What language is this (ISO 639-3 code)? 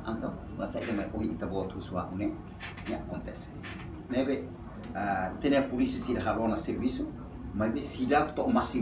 tet